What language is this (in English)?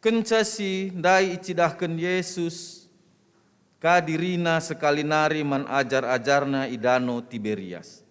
Batak Karo